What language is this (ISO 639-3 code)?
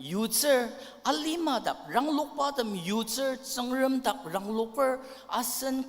njo